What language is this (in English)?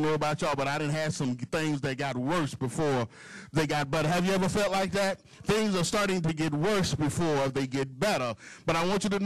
English